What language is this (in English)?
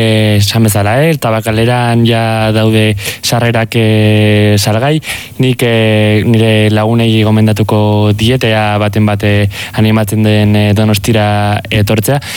Basque